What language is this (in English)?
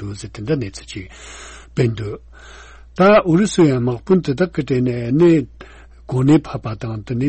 Tibetan